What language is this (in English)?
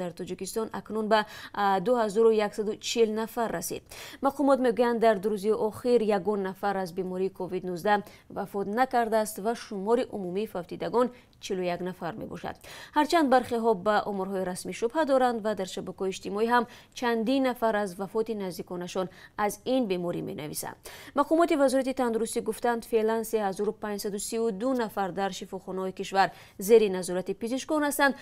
Tajik